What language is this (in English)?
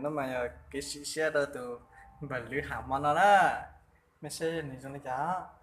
Hmong